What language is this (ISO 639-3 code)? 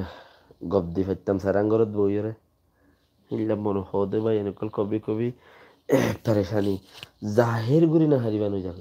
rhg